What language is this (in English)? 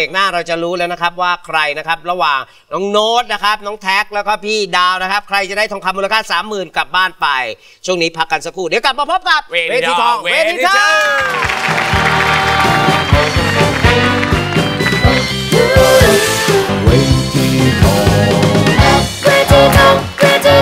Thai